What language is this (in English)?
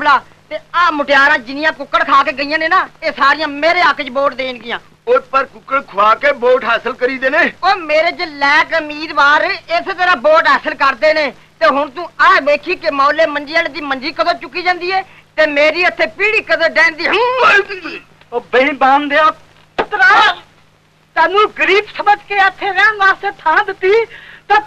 Punjabi